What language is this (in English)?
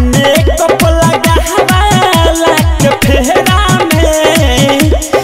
Bhojpuri